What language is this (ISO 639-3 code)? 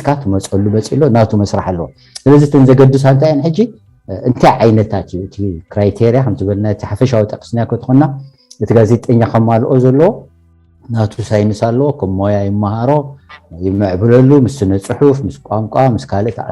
tir